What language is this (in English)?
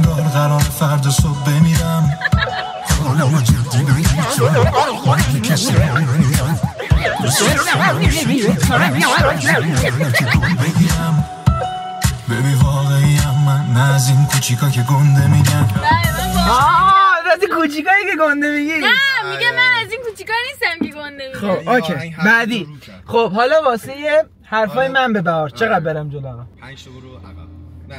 Persian